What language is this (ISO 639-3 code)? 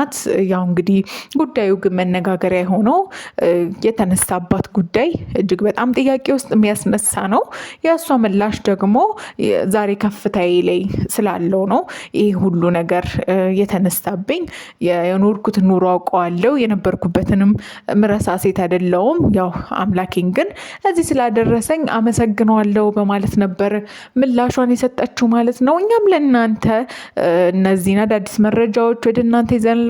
amh